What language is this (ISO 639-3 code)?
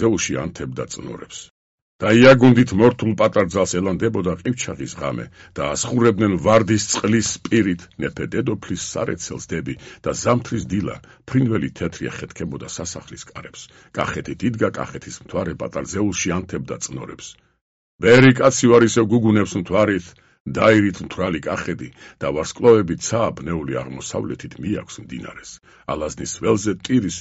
kat